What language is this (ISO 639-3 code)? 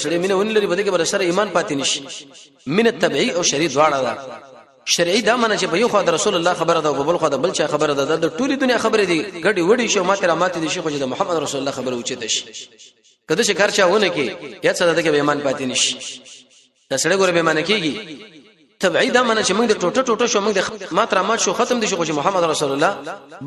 pus